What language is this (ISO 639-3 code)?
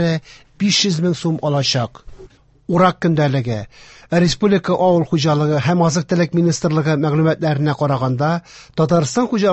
tat